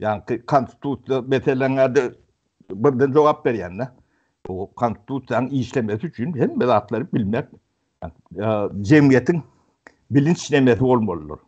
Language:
Turkmen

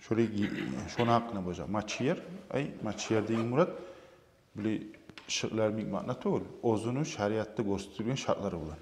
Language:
Kumyk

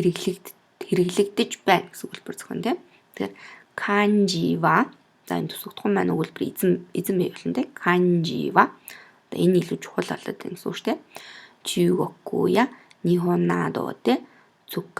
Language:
Mongolian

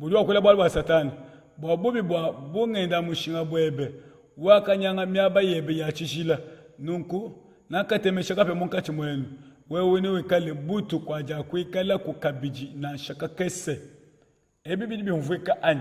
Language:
Luba-Lulua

